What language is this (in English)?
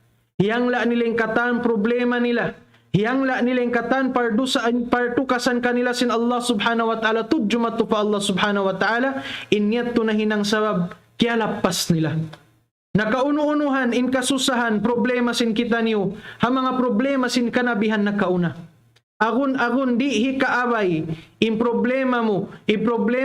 Tausug